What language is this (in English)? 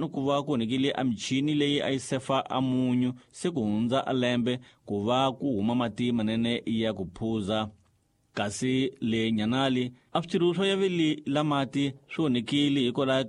Tsonga